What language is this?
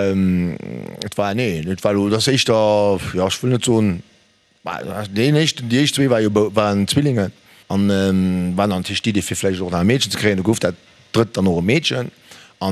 Luxembourgish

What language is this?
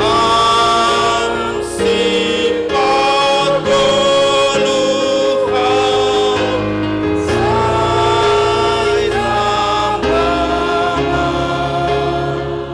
Batak Simalungun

